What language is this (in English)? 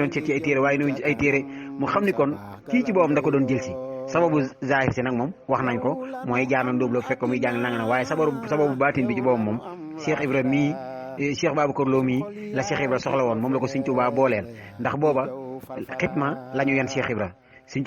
Wolof